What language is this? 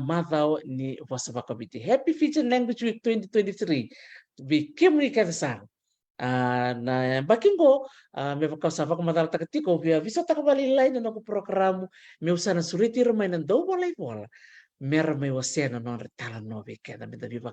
Fijian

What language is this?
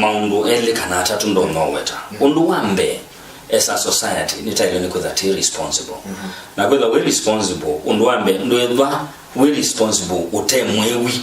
Kamba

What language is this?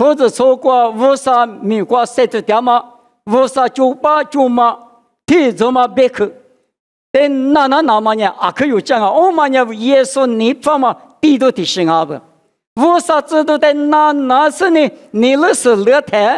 Lisu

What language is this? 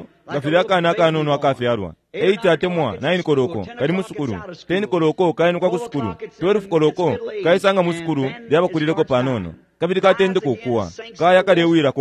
Bemba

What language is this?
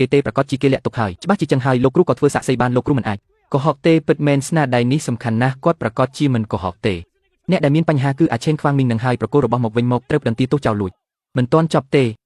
Khmer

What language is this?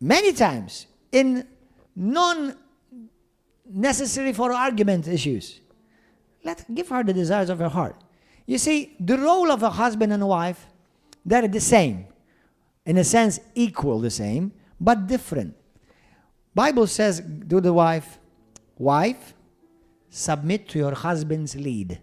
English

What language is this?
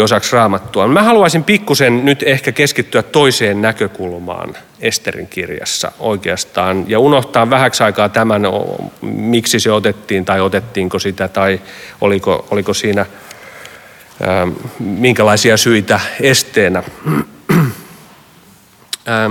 Finnish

